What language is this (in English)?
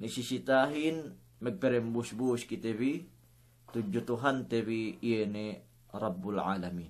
Yakan